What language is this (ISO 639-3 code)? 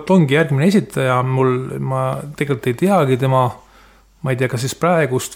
est